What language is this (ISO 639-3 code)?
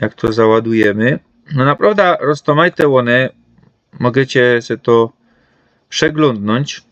szl